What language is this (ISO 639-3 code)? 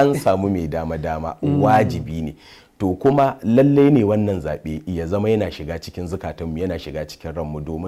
hau